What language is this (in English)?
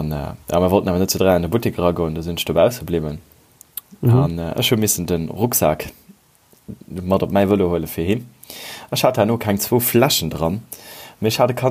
Luxembourgish